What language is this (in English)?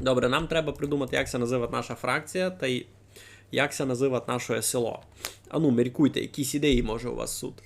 Rusyn